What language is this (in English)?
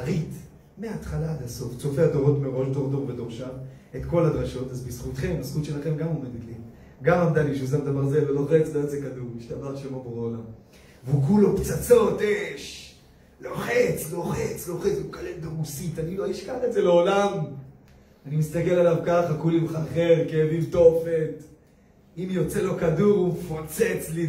Hebrew